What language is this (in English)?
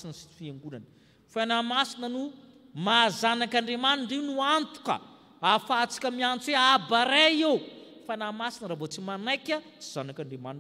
Malagasy